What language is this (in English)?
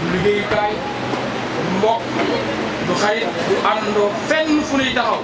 Wolof